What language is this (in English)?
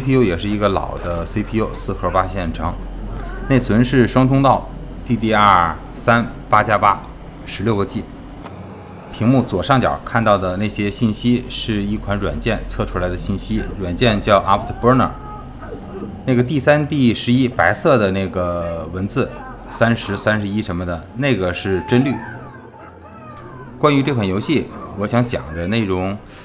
Chinese